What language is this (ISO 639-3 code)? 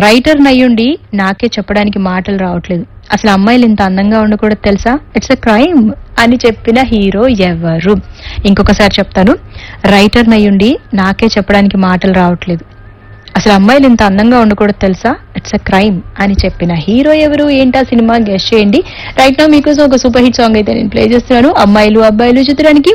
tel